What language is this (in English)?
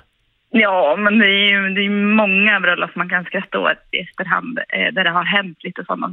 Swedish